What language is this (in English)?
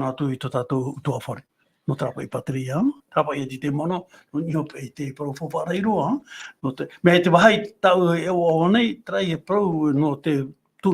Tahitian